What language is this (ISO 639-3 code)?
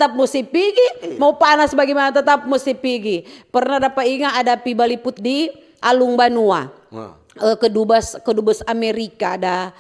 xmm